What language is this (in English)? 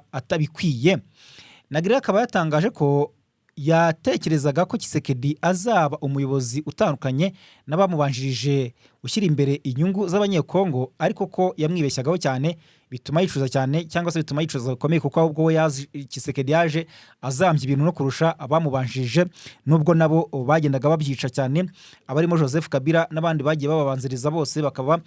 Kinyarwanda